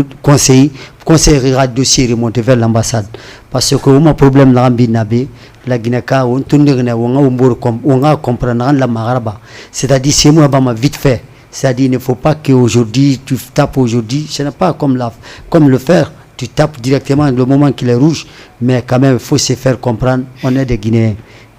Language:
Fula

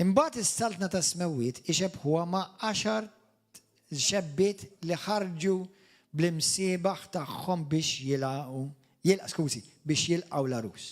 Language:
Maltese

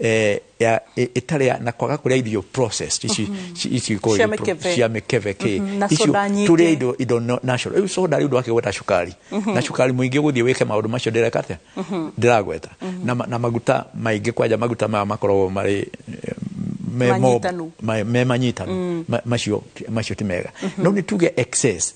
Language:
Kikuyu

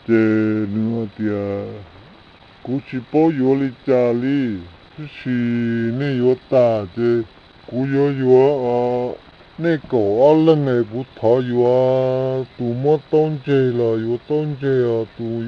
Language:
Hmong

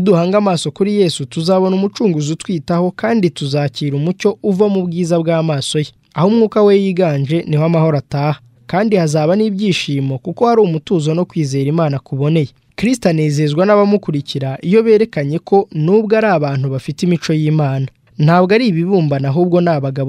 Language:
Kinyarwanda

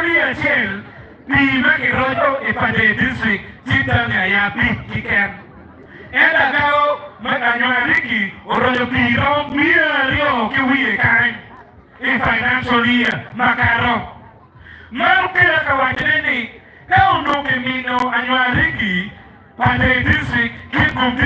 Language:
Acoli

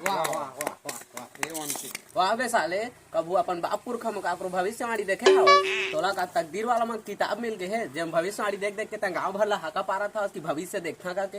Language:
Chhattisgarhi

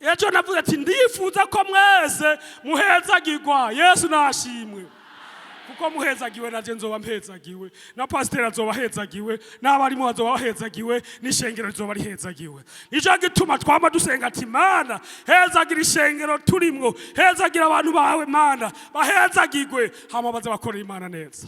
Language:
Rundi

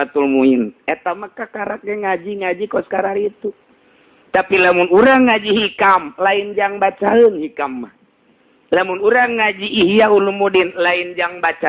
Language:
Sundanese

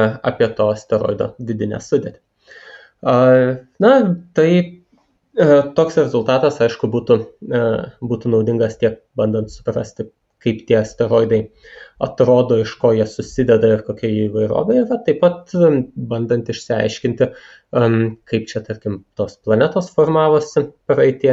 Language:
Lithuanian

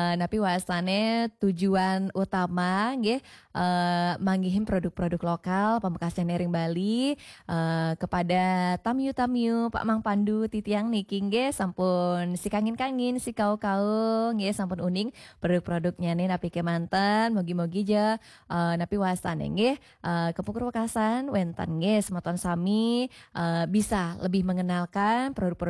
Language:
Balinese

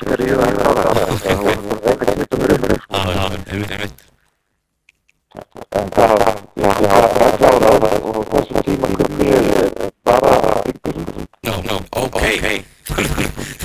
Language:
Icelandic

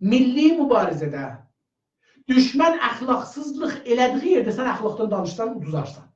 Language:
South Azerbaijani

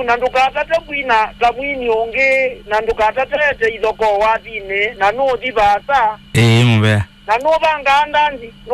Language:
Kamba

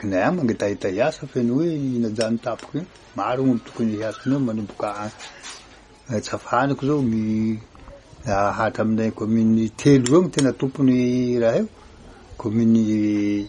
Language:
Malagasy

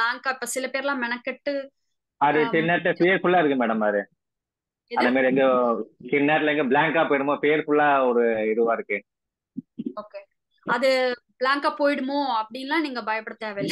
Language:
Tamil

